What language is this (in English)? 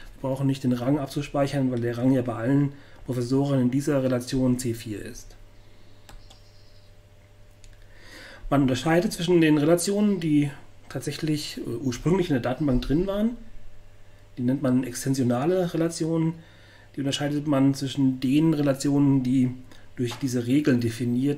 German